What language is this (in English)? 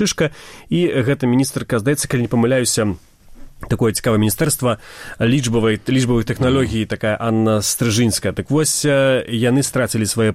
Belarusian